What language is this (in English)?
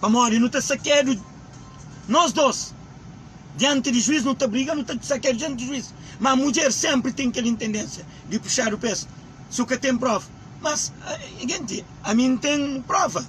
Kabuverdianu